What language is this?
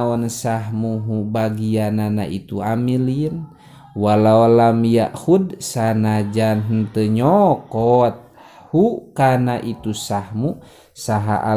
Sundanese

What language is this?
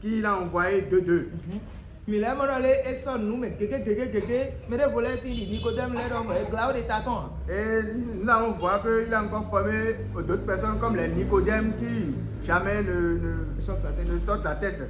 Fon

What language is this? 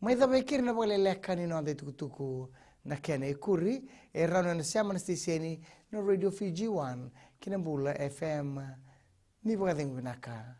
Fijian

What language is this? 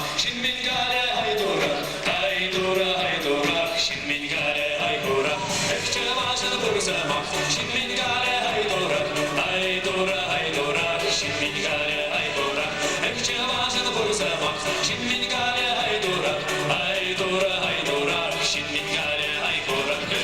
Chuvash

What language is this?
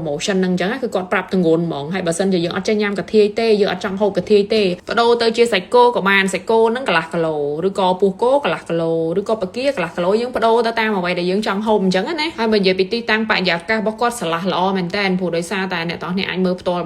Khmer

